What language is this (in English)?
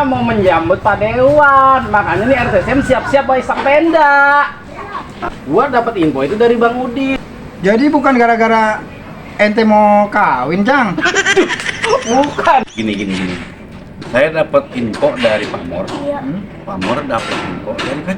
Betawi